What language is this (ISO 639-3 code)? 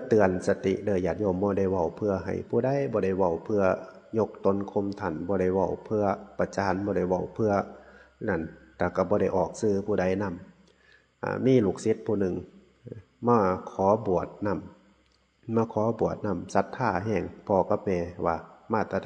tts